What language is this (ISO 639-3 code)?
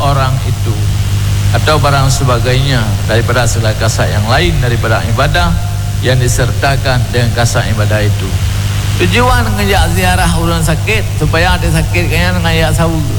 msa